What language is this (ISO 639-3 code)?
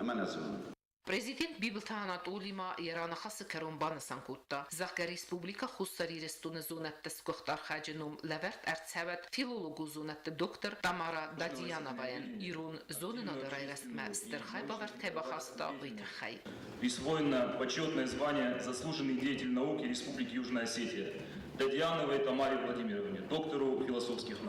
oss